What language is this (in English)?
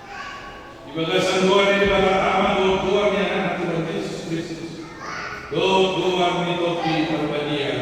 Batak Toba